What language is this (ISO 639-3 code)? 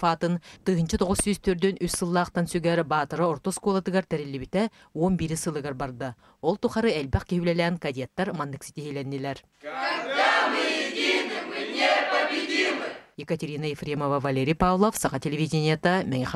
sah